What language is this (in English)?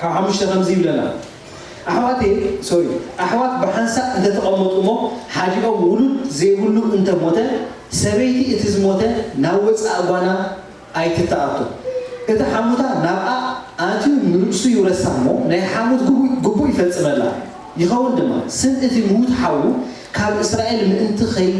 Tigrinya